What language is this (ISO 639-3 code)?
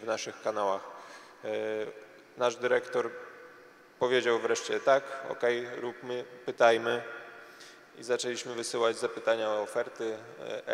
pol